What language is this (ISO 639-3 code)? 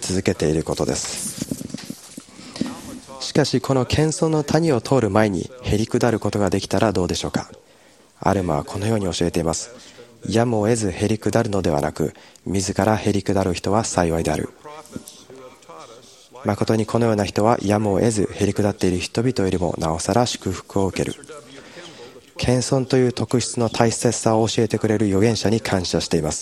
jpn